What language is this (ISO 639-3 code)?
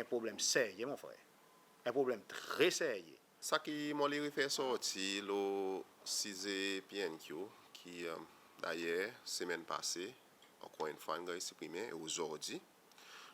crs